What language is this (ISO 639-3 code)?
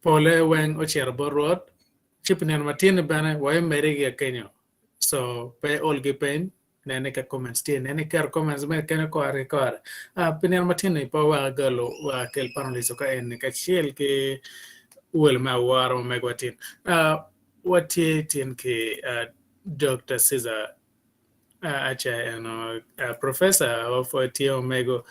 ach